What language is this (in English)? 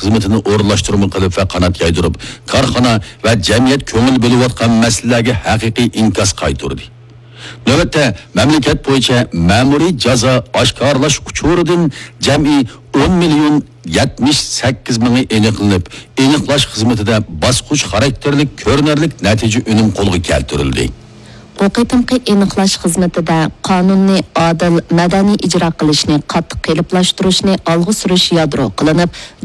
Uyghur